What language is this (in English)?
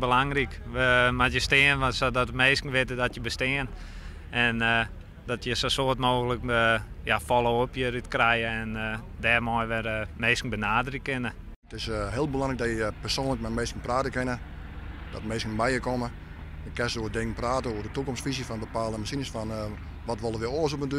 Western Frisian